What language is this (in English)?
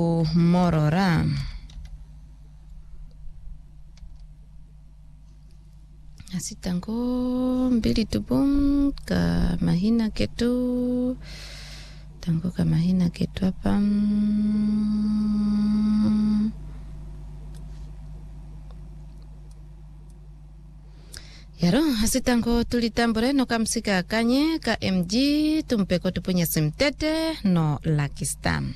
Swahili